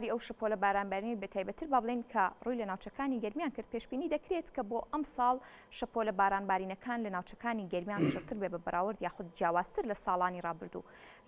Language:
Central Kurdish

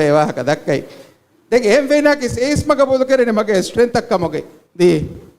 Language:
Divehi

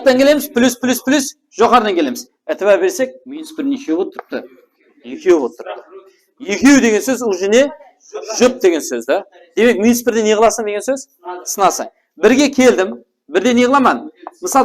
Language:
Kara-Kalpak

